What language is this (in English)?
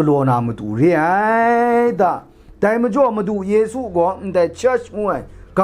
Kachin